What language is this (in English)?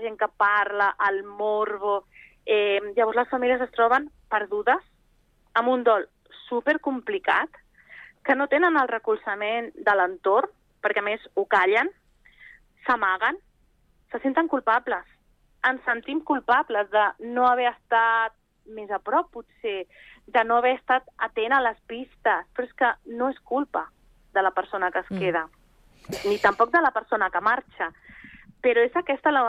Catalan